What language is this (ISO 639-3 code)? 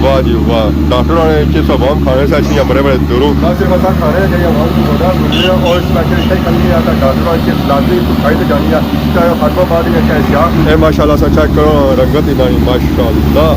phr